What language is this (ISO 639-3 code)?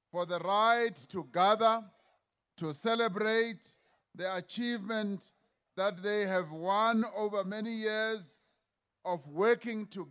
eng